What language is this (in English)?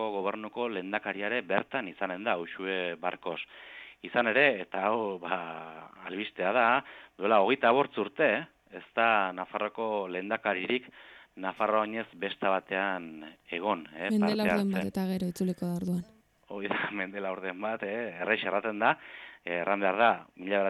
Basque